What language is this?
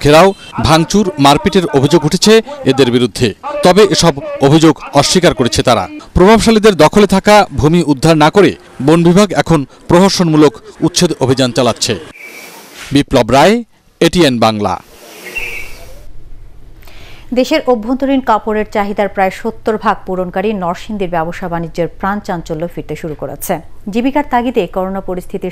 Bangla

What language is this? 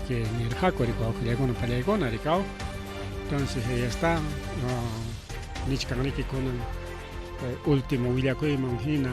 Ayacucho Quechua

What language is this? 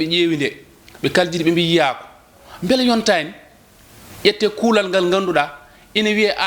Fula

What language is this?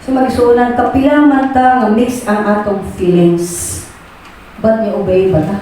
Cebuano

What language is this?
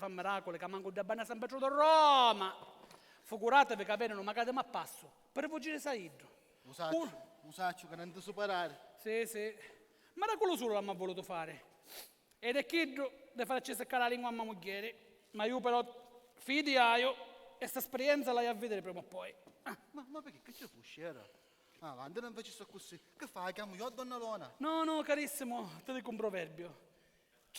Sicilian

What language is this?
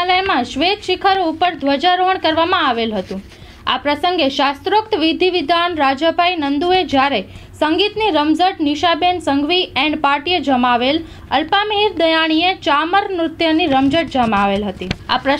Gujarati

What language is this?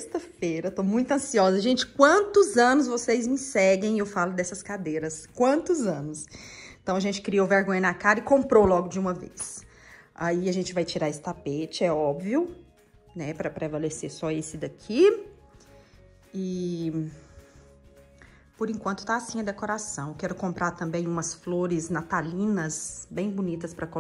Portuguese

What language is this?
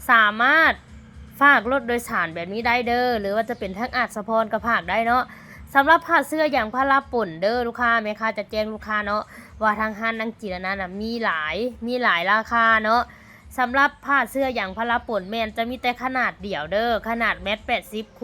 Lao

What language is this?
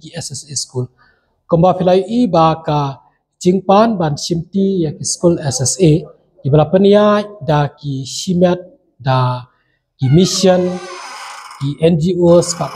Khasi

